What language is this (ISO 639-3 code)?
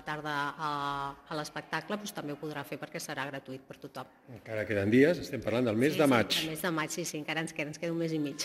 cat